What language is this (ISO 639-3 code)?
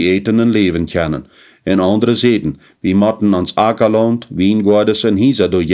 pdt